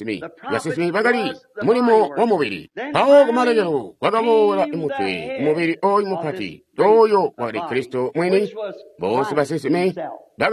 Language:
Tonga (Zambia)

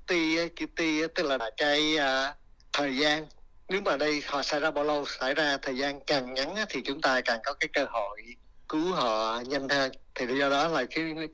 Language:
Vietnamese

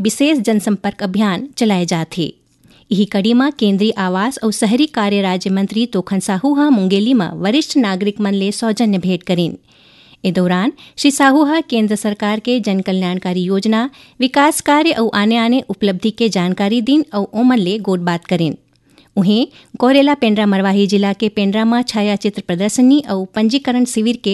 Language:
Chhattisgarhi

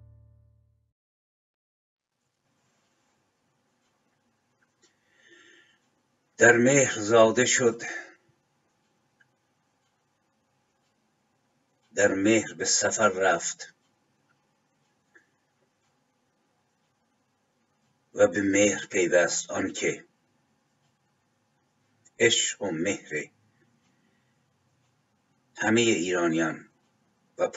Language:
Persian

